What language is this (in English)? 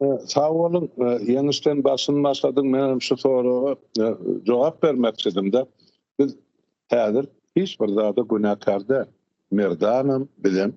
Turkmen